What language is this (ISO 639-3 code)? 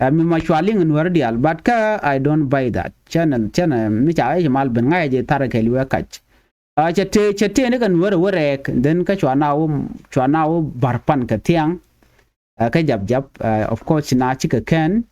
nus